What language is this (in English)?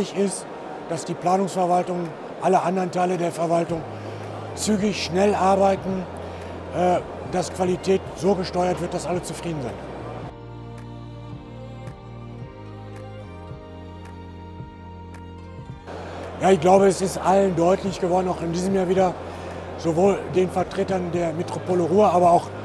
German